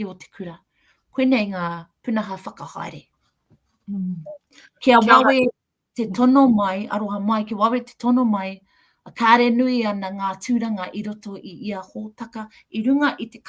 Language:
Māori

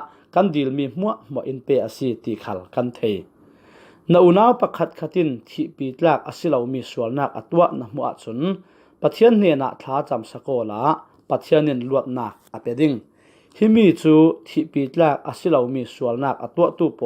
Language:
Falam Chin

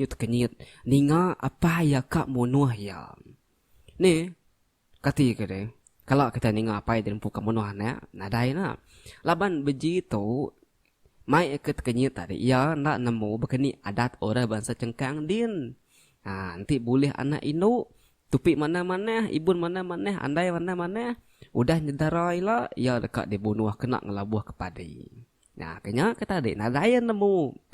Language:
Iban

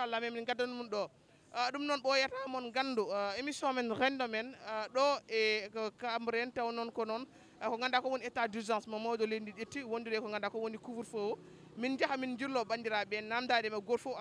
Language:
Fula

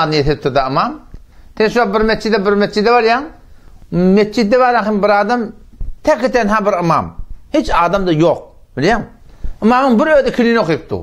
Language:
Turkmen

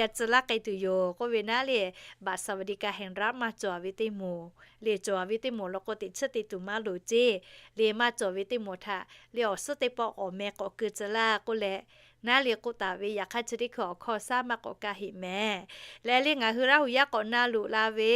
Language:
Lahu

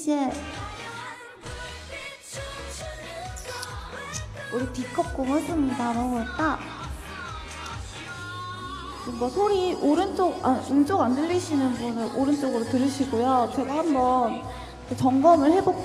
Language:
Korean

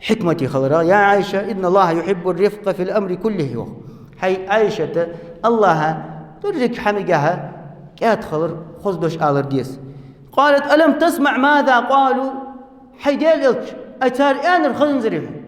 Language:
Ingush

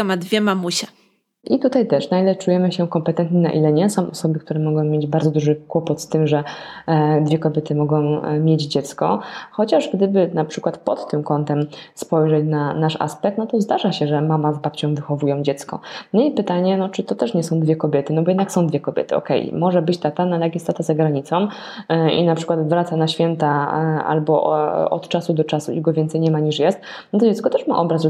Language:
Polish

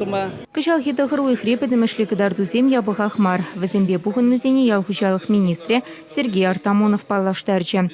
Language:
Chuvash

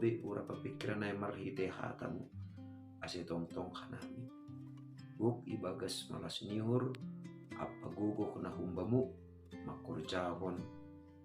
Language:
Batak Simalungun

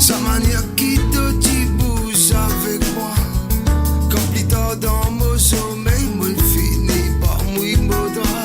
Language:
Morisyen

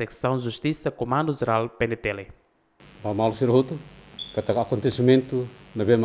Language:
Tetum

